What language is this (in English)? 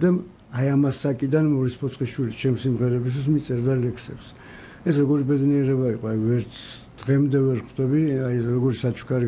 Georgian